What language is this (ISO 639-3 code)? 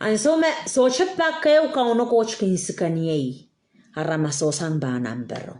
pon